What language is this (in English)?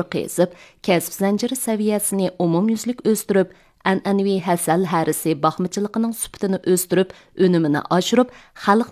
Uyghur